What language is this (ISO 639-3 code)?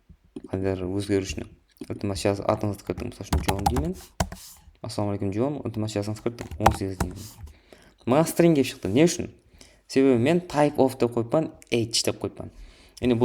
kaa